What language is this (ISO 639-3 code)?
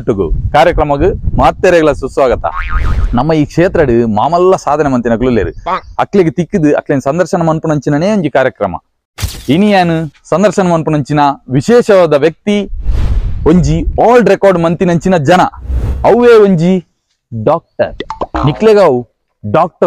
tcy